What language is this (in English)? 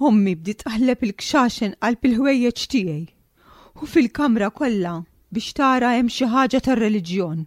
Maltese